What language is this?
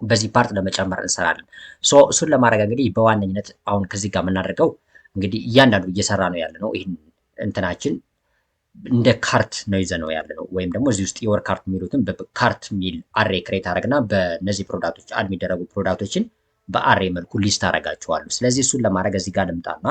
Amharic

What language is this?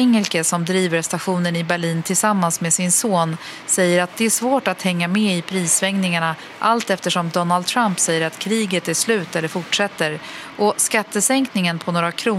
Swedish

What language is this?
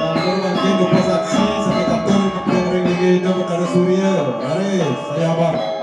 Balinese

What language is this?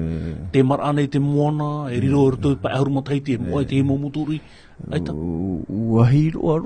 Tahitian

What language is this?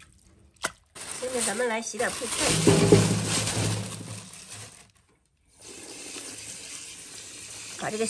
Chinese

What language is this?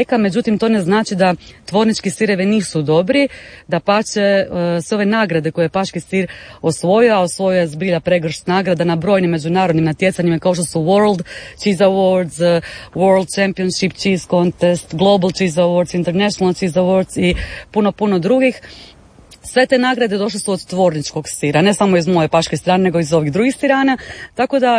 Croatian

